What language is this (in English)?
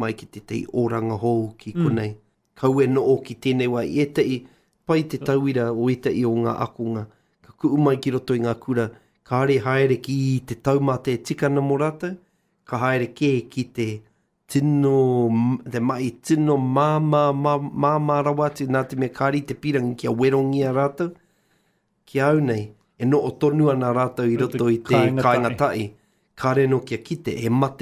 Māori